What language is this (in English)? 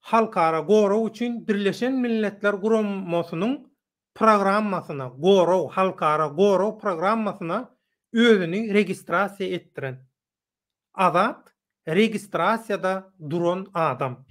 Turkmen